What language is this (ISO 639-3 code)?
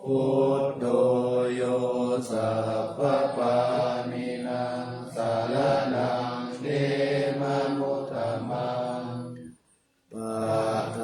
pli